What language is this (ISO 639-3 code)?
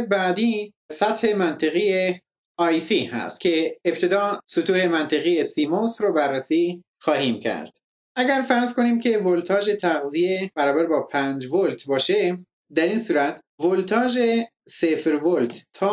fas